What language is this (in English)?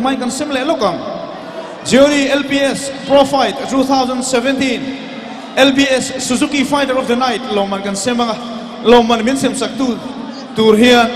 Mizo